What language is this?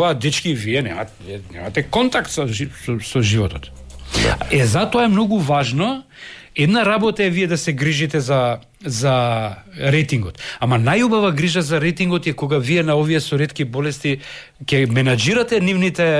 Macedonian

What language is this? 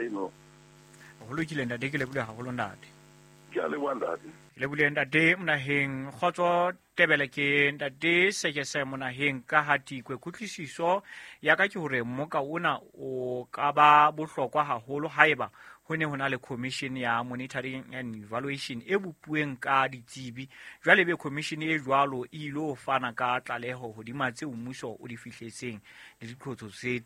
Southern Sotho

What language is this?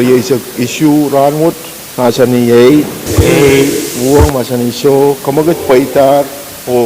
Pohnpeian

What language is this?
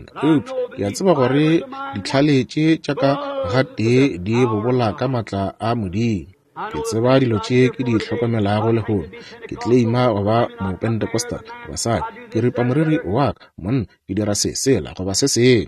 Northern Sotho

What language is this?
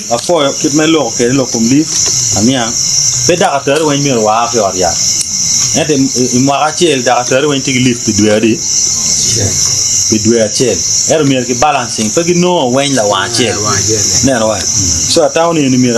Acoli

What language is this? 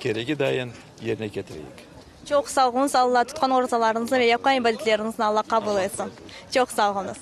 Crimean Tatar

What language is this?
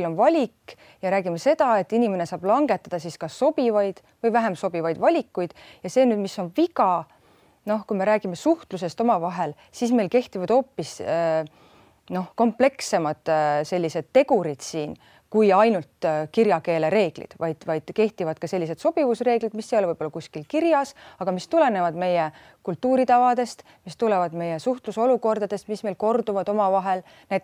Estonian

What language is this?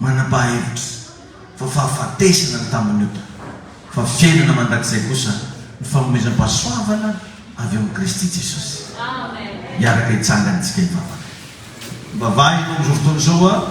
Malagasy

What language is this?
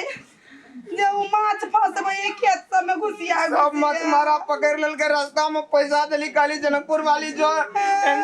Maithili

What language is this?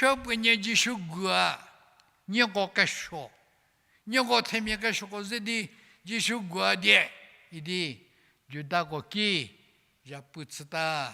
Angami Naga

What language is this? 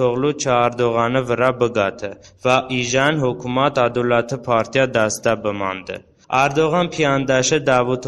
Talysh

